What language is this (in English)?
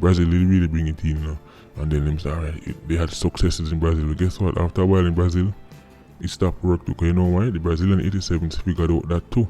Jamaican Creole English